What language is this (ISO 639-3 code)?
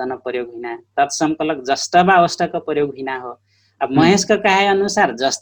thl